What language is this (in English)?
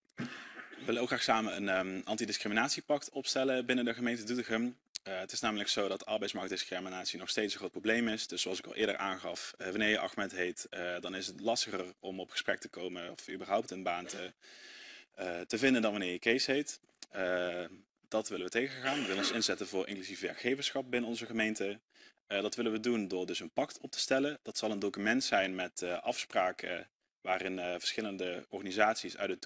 Dutch